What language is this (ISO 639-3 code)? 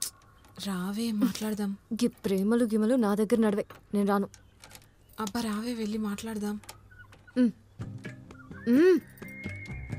tel